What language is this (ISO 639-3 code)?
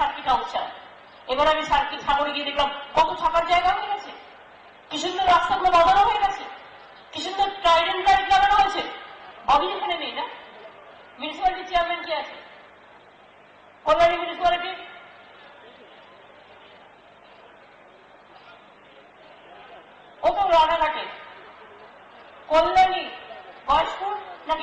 ben